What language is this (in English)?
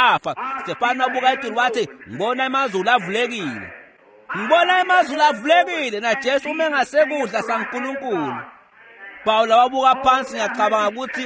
Swati